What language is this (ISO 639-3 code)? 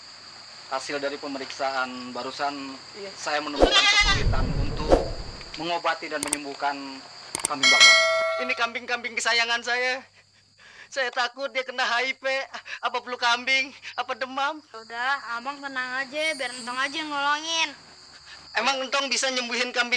bew